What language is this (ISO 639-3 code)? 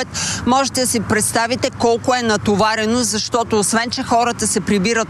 bul